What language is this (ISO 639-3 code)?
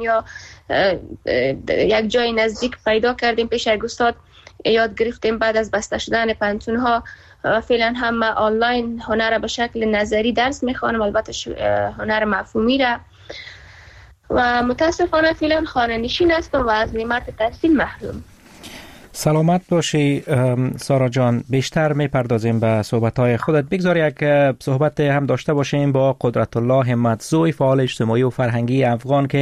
fas